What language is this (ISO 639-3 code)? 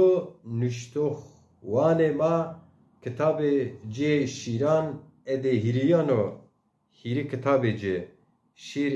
zza